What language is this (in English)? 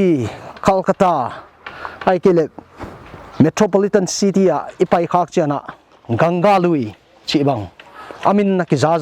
Paite Chin